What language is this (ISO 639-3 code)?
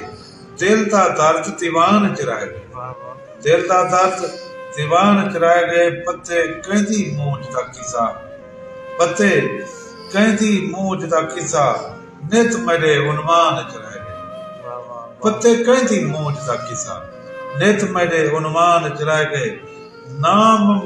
skr